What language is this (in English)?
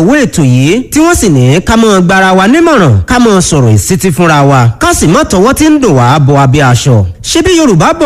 Yoruba